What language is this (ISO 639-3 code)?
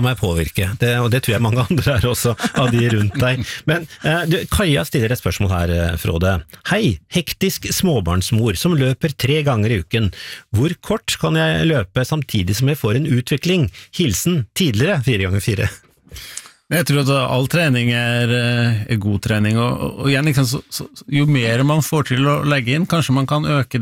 nor